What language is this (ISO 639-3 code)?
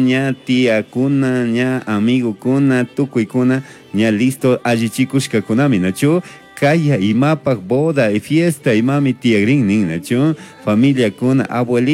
qug